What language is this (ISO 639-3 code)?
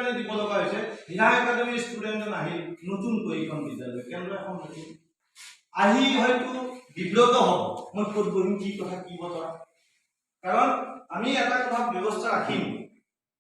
asm